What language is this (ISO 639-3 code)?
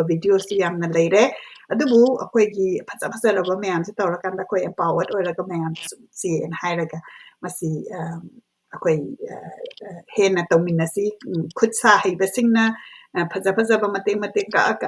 mni